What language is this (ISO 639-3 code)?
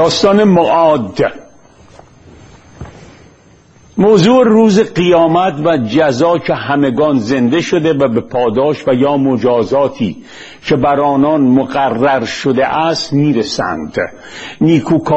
fas